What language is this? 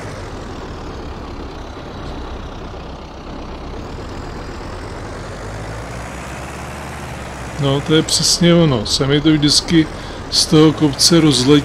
Czech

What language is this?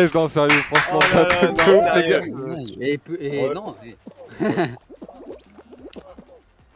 French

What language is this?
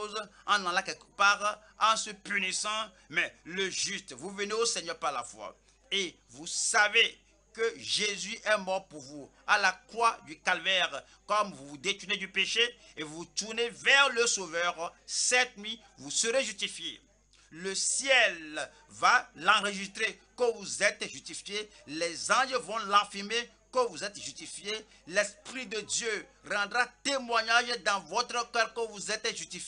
French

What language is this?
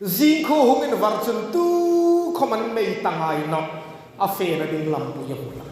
Hmar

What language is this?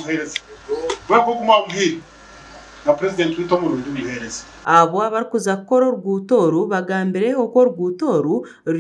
Nyankole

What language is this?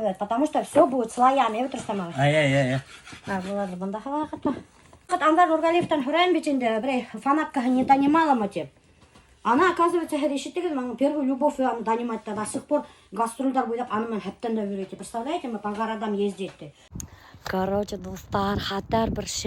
Bashkir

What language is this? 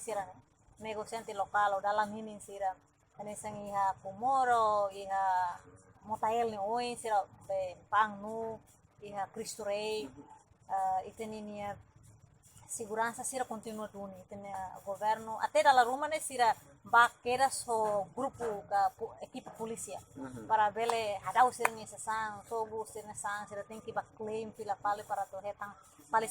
Tetum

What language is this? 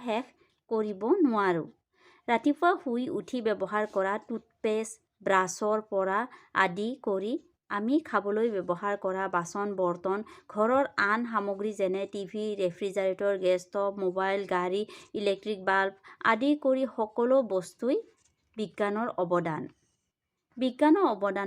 Assamese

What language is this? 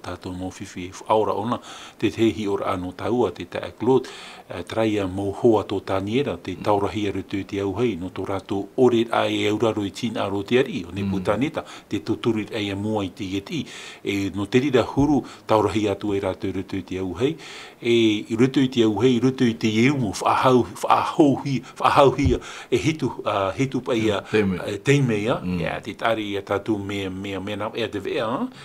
Tahitian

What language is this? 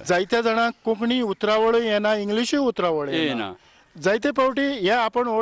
Konkani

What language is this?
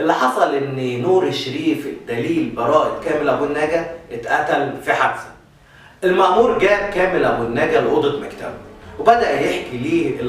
Egyptian Arabic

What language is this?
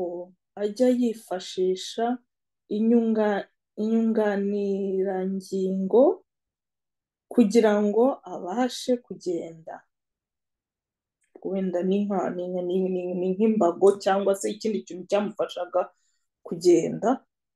Kinyarwanda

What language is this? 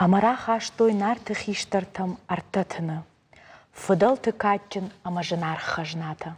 Ossetic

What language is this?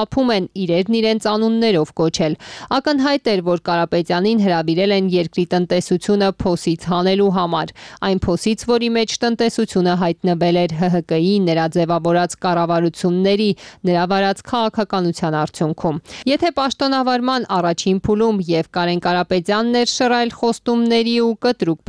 Armenian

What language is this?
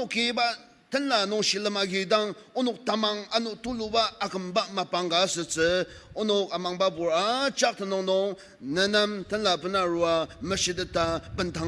Ao Naga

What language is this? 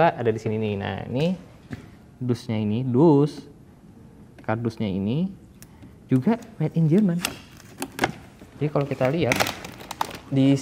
Indonesian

